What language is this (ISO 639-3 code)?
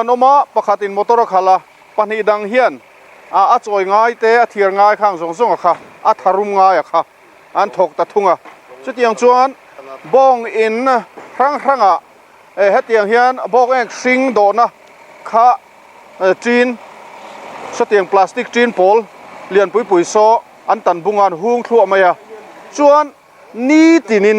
lus